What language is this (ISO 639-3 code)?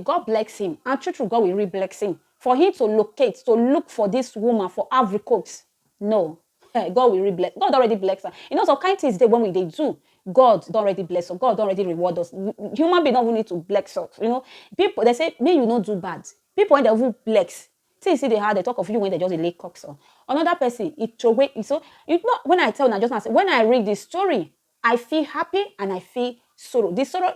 pcm